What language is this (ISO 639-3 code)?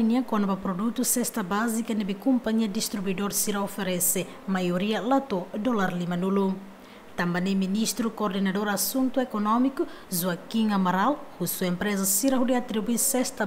tet